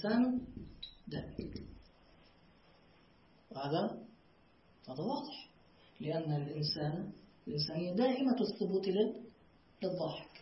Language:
Arabic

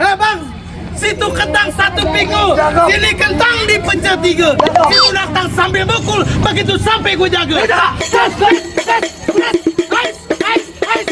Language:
Betawi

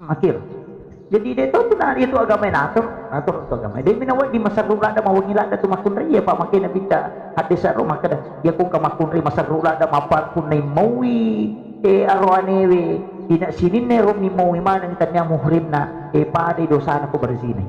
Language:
Buginese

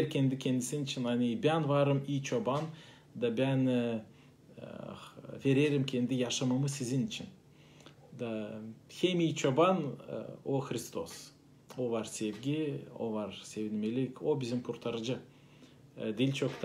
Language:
Gagauz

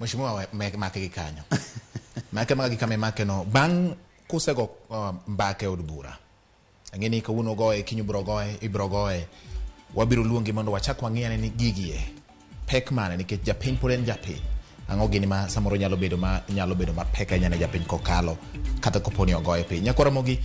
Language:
Luo (Kenya and Tanzania)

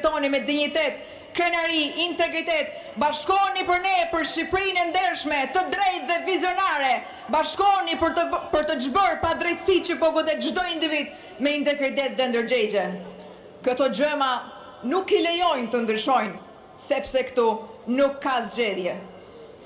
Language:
Albanian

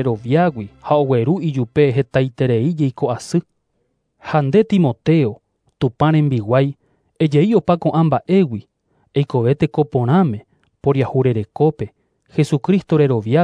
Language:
Guarani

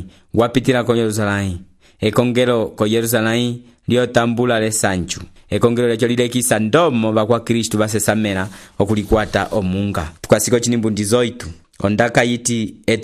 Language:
Umbundu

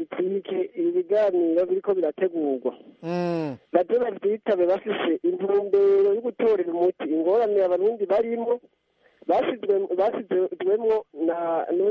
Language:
Rundi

